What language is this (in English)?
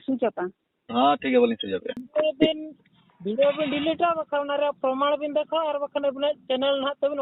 Santali